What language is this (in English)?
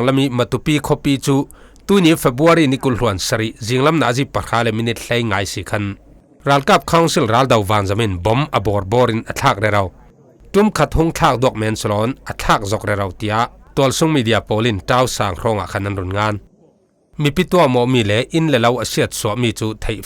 Falam Chin